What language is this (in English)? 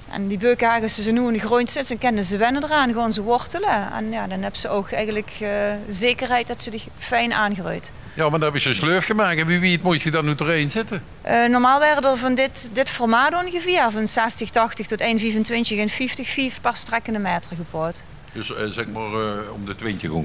Limburgish